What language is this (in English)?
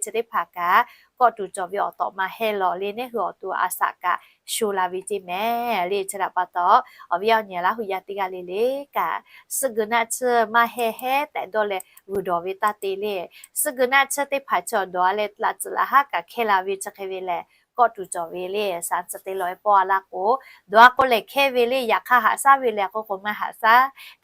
Lahu